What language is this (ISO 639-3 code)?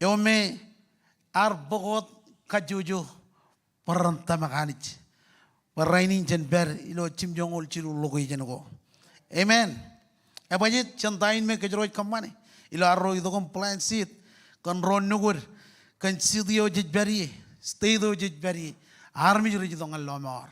mah